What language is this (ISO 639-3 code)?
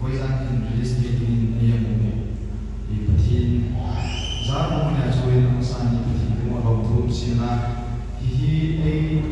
hmr